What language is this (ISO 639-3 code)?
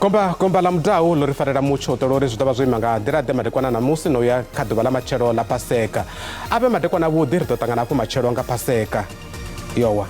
ven